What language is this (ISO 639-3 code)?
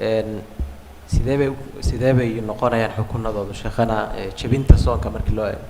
som